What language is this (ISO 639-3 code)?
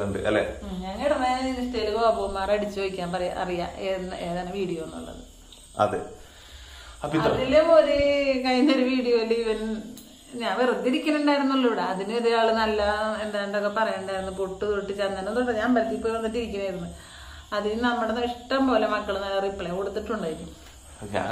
mal